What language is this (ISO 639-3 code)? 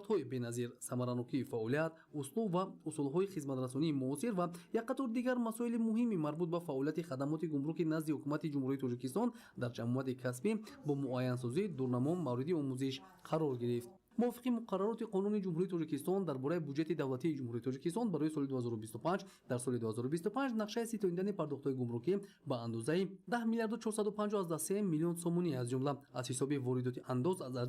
tgk